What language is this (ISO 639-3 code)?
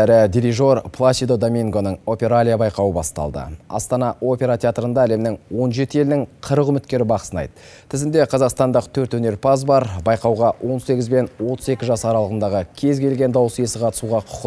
kaz